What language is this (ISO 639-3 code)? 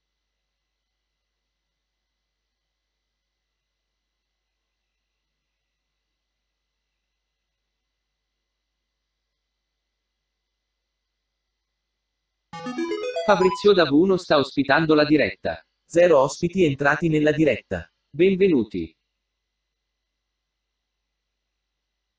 ita